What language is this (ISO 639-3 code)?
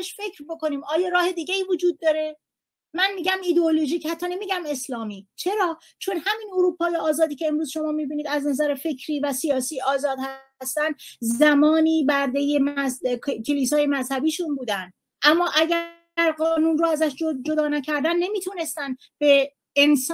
fas